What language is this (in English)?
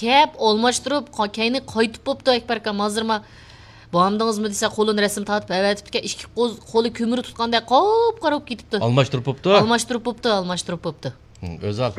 Uyghur